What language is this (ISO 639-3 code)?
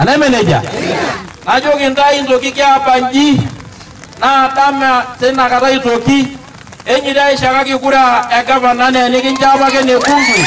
mas